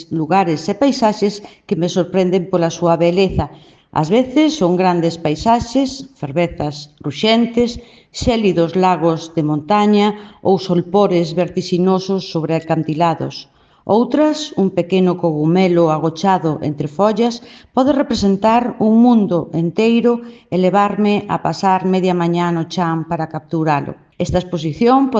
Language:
Galician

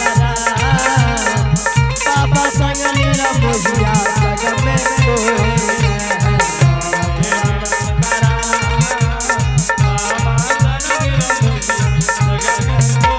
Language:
Angika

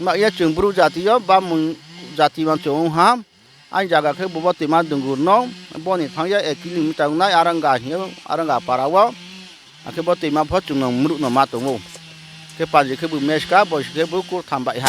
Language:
Riang (India)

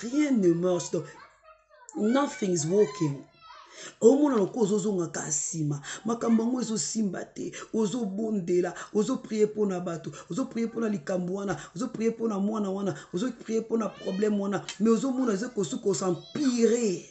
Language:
Lingala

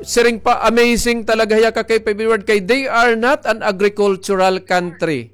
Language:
Waray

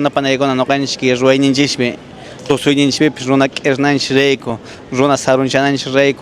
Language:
Quechua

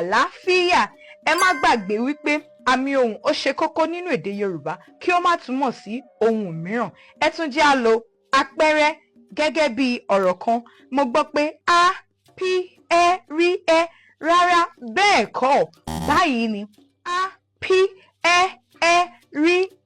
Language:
Yoruba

